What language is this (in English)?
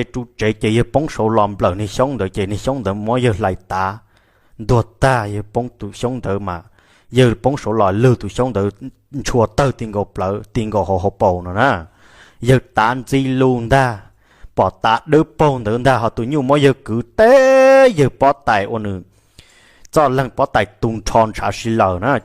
Hmong